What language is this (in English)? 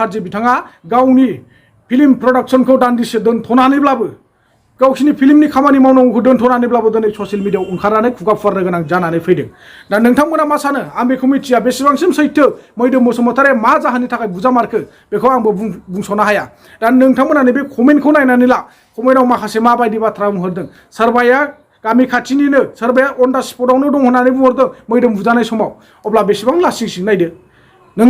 Bodo